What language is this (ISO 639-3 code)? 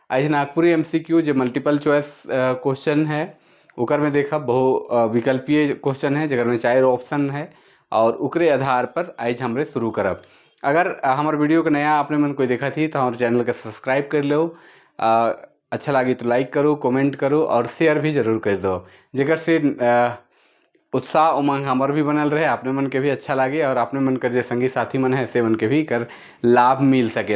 sck